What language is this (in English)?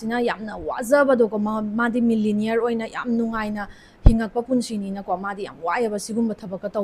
Manipuri